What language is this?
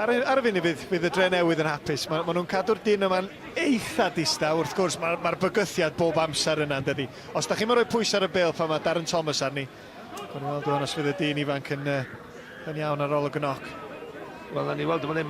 Welsh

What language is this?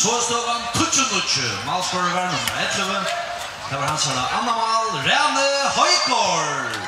Faroese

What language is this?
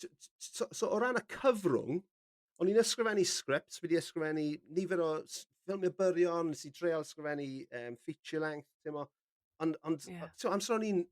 Welsh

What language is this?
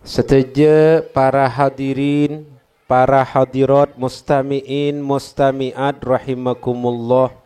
Madurese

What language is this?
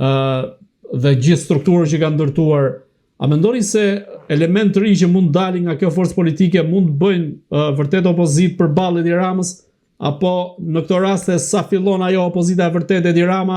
Albanian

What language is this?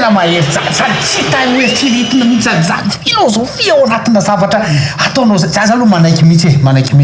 Malagasy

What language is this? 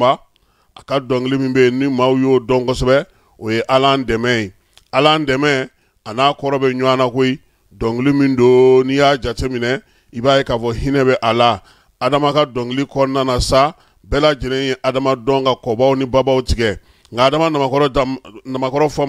Bambara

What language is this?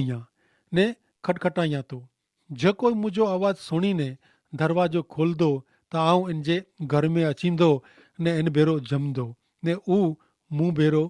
Kachhi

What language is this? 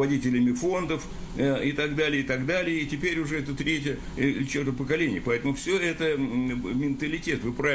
Russian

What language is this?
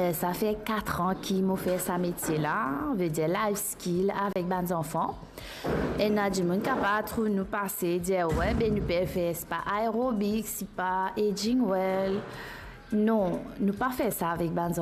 Morisyen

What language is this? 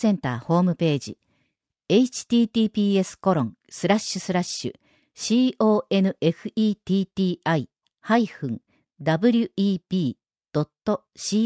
Japanese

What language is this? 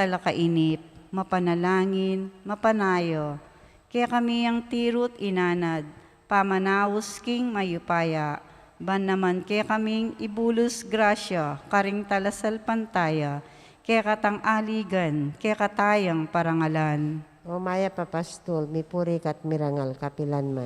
Pampanga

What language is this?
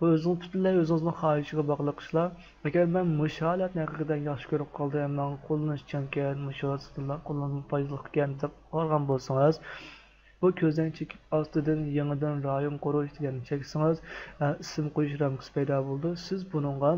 Uyghur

